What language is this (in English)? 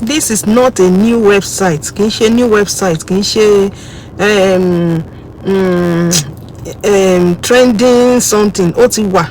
Yoruba